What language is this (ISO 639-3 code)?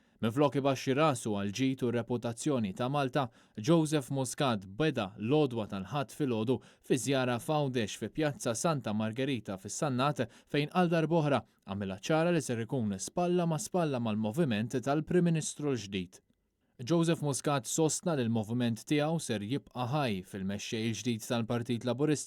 mlt